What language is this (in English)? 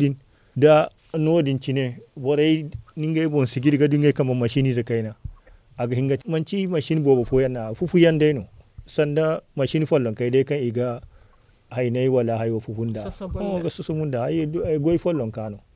Zarma